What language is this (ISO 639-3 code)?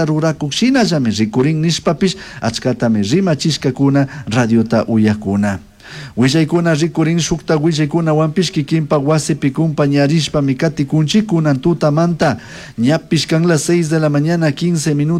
qug